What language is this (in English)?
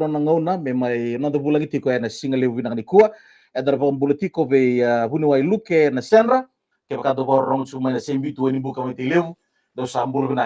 Fijian